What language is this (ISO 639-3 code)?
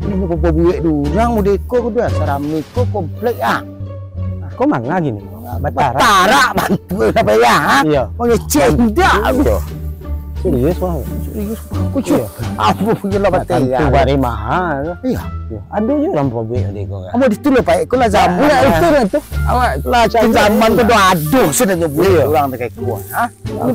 min